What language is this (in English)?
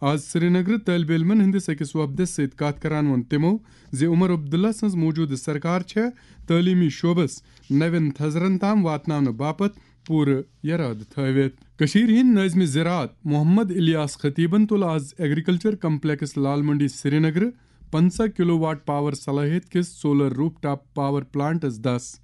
Kashmiri